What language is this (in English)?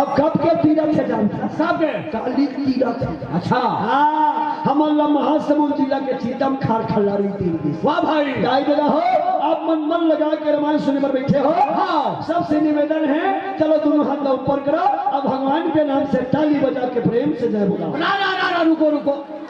Chhattisgarhi